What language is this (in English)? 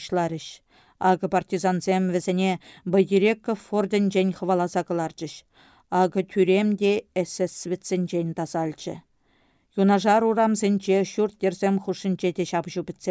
Chuvash